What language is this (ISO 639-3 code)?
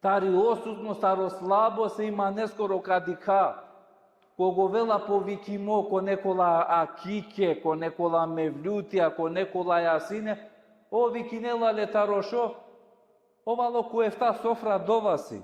rmn